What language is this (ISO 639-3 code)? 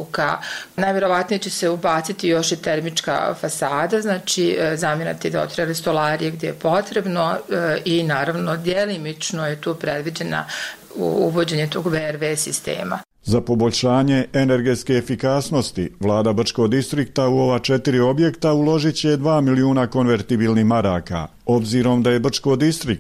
hrv